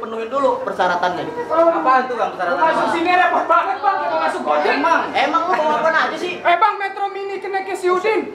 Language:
Betawi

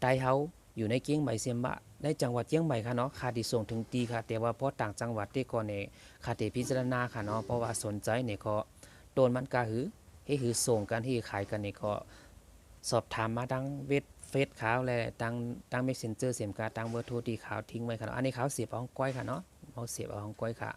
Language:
Shan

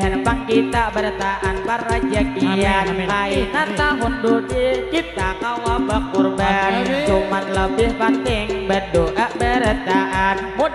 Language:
Banjar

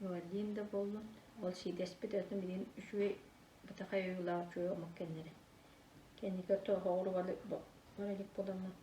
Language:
Yakut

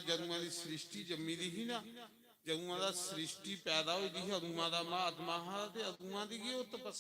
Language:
Dogri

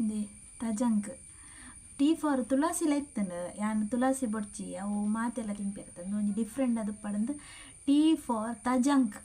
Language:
Tulu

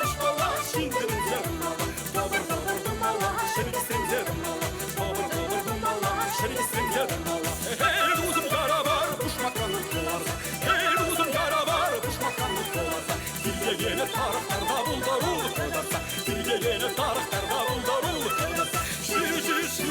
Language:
Chuvash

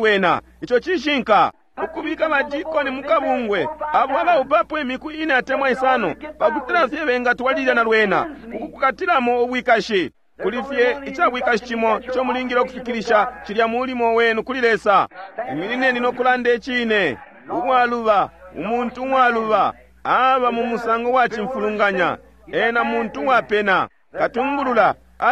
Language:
Bemba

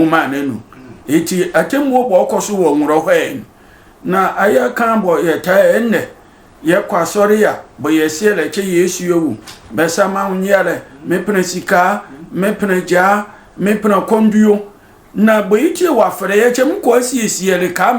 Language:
Sehwi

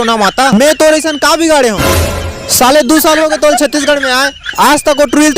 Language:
Chhattisgarhi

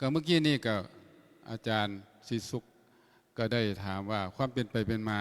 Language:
Lao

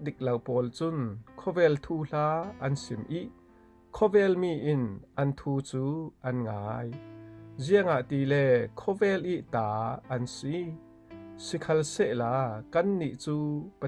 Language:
Falam Chin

